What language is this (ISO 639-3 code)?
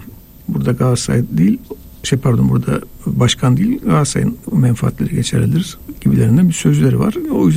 tur